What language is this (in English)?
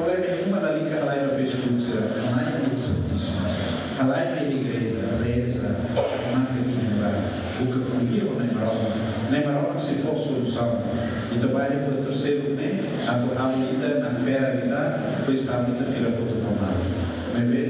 Tetum